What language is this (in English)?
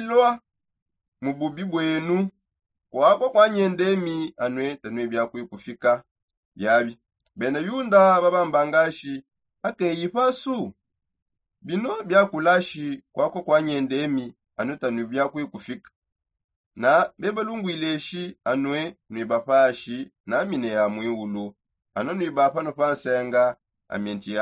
Songe